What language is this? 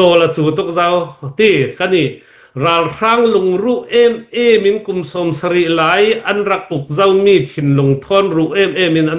Falam Chin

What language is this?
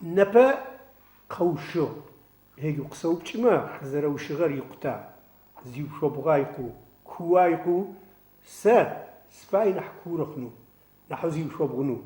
Adyghe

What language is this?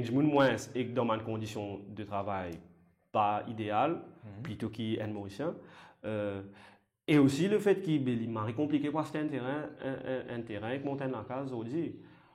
Morisyen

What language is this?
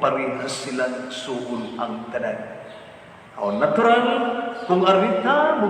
Cebuano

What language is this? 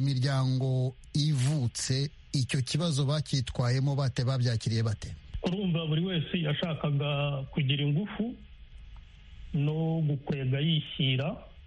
Kinyarwanda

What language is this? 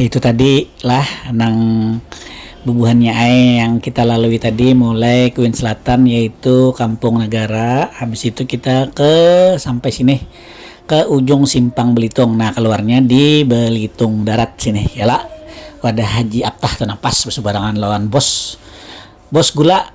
Banjar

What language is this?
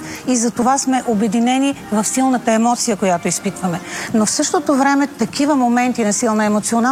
Bulgarian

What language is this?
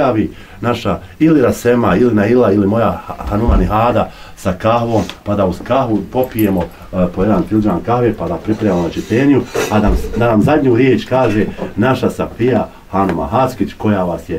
Bosnian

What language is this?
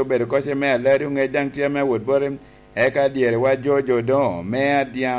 Lango (Uganda)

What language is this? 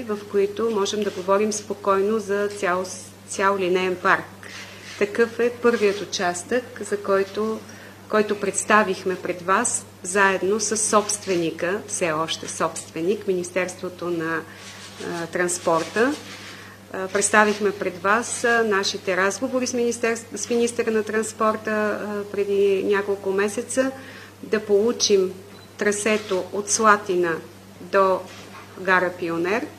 Bulgarian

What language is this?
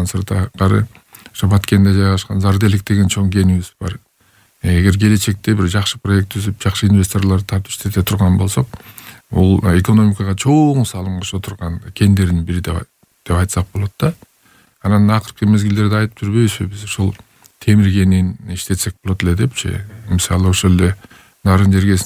Kyrgyz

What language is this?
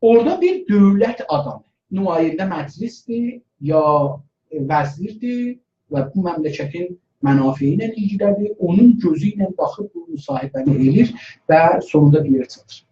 South Azerbaijani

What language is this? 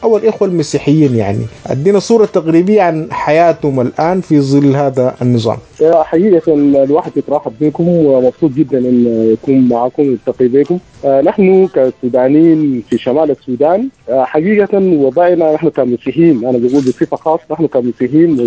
Sudanese Arabic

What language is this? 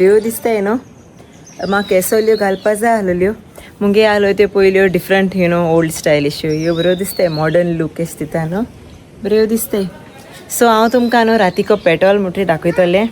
Konkani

